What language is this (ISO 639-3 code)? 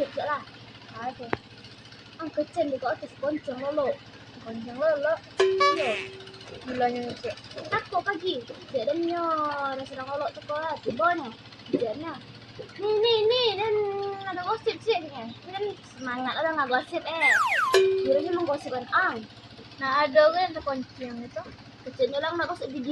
min